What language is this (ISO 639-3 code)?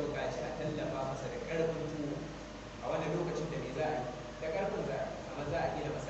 hau